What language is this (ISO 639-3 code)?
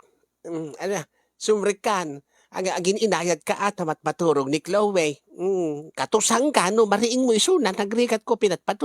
ilo